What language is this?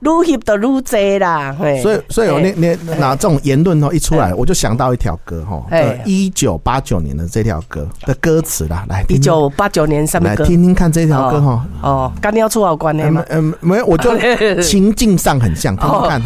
Min Nan Chinese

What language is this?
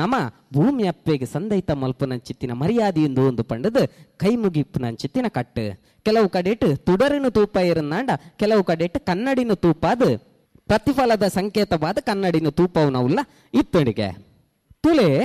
Tulu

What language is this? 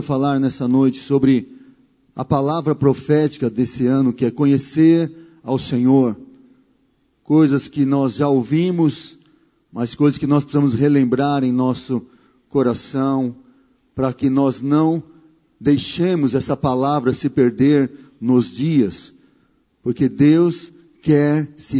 Portuguese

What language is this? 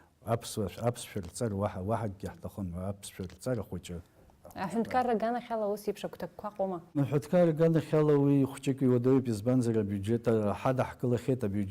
Abkhazian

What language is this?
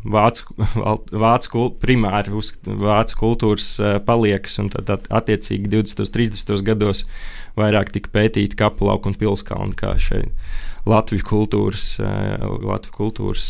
Latvian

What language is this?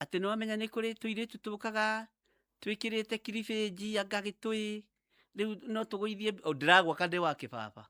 Kikuyu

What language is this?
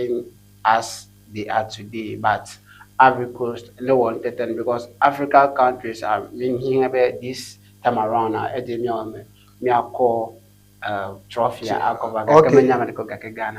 Ewe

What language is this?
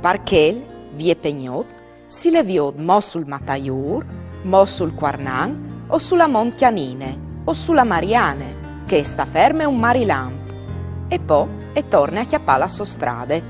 Friulian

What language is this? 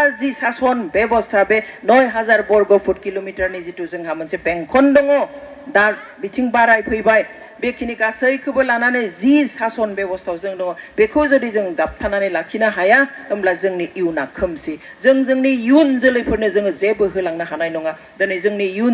Bodo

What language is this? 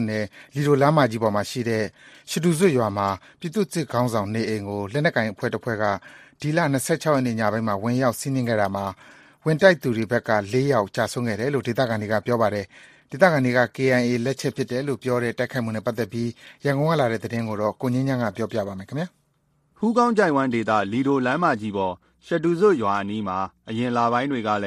Burmese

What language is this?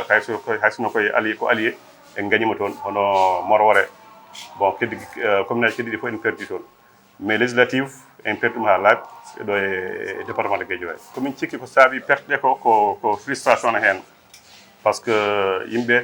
Fula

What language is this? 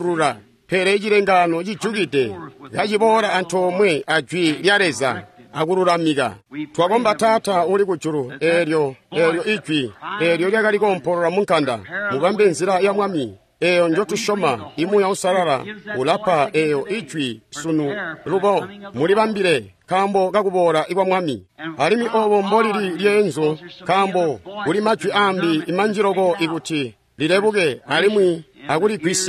Tonga (Zambia)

